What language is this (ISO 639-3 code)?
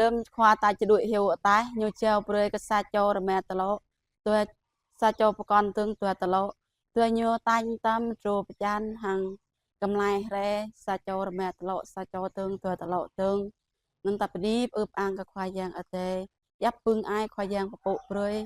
jra